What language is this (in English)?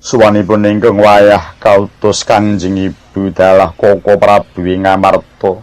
Javanese